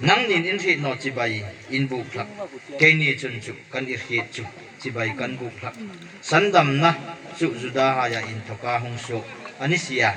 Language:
Hmar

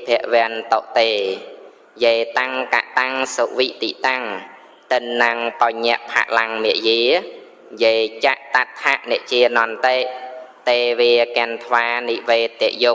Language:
Khmer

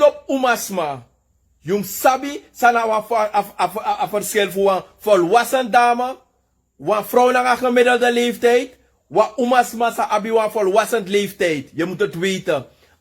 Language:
Sranan Tongo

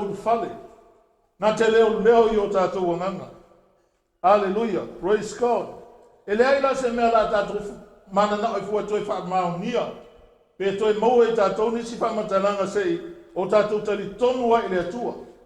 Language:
Samoan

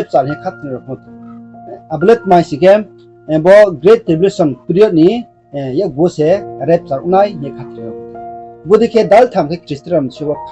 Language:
Riang (India)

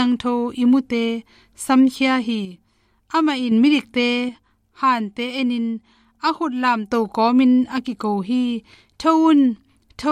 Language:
Tedim Chin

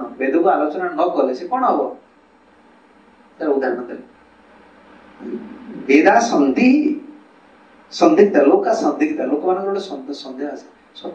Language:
Odia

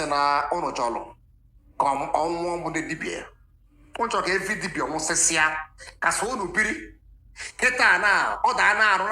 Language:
Igbo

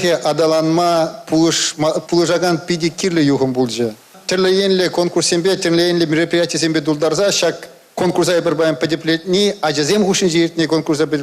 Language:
Chuvash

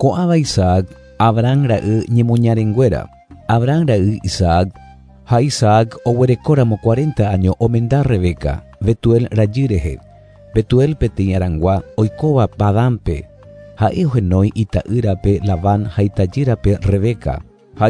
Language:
Guarani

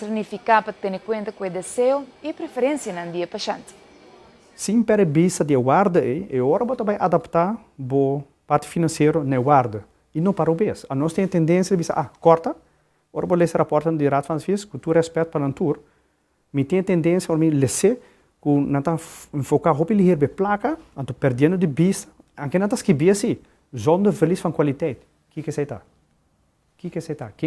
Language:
Papiamento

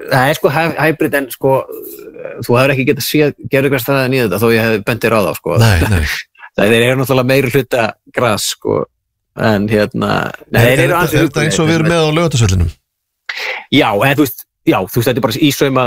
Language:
Icelandic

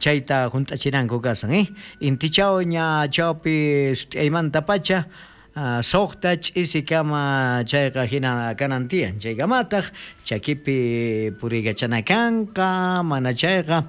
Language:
South Bolivian Quechua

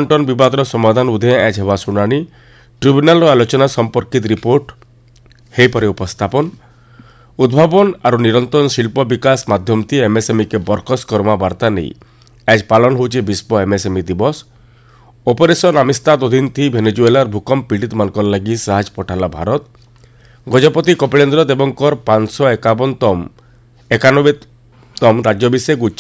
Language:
Odia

